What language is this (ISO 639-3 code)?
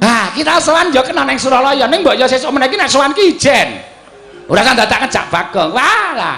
jav